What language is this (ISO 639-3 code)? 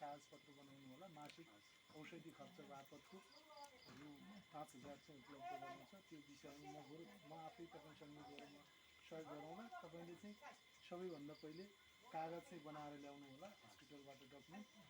nep